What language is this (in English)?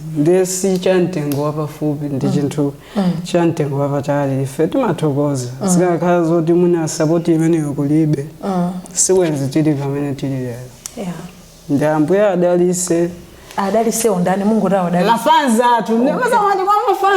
Nyanja